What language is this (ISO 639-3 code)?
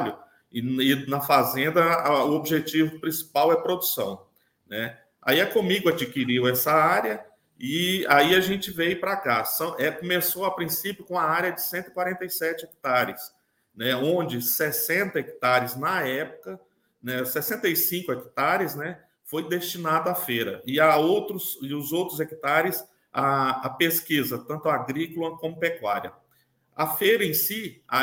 por